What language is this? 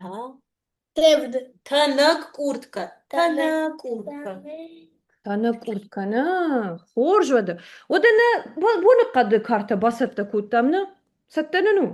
Ossetic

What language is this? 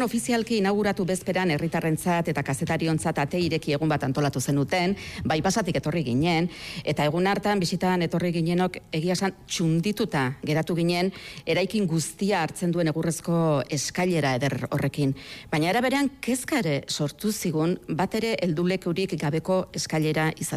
Basque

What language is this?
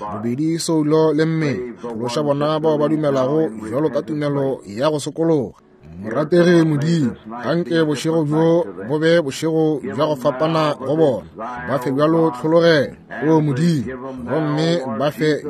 Northern Sotho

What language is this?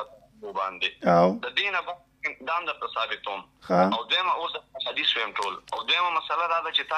Pashto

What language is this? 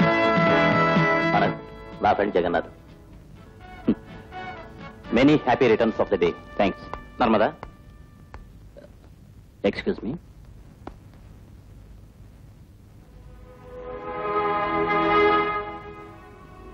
Telugu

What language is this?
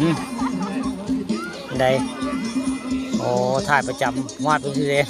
Northeastern Thai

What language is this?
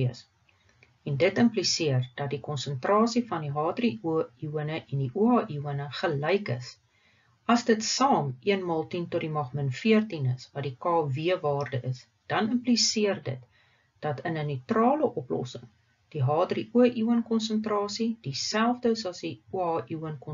Afrikaans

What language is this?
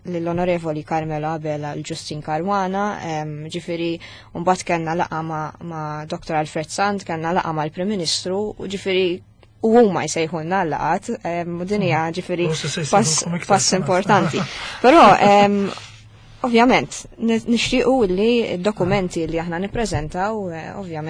Maltese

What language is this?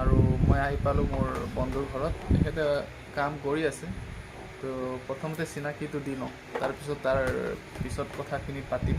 Assamese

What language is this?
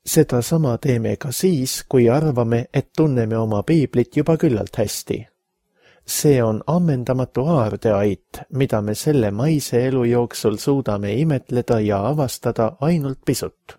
Estonian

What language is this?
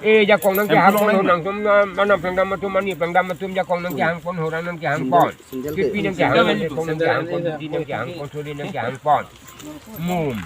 Karbi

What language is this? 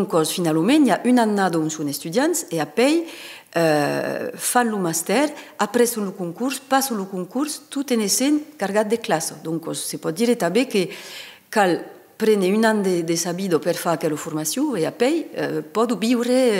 Occitan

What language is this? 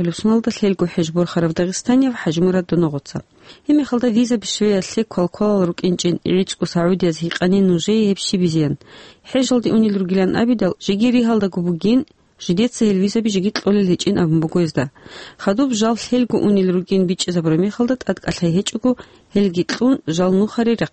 Avaric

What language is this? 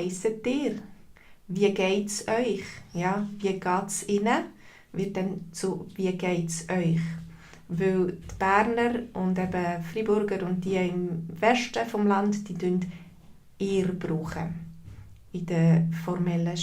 Swiss German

